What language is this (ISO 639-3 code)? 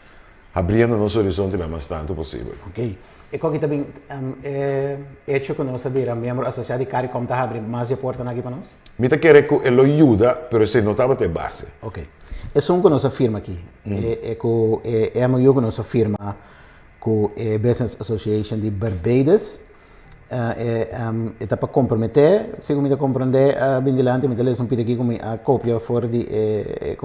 pap